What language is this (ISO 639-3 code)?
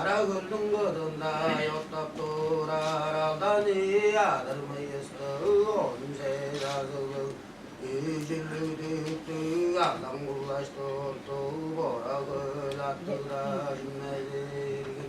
tyv